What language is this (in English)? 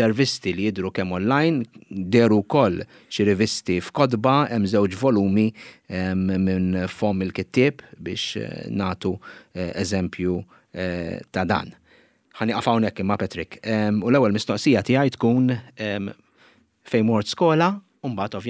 Maltese